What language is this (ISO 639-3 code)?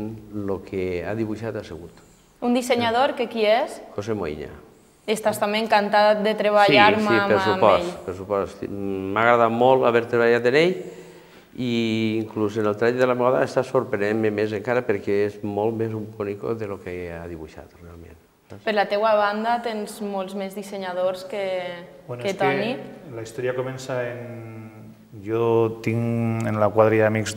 cat